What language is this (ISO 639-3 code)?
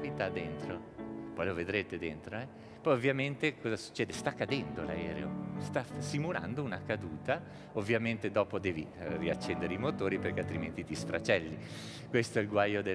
ita